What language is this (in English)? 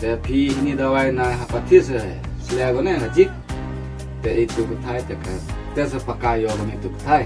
Khasi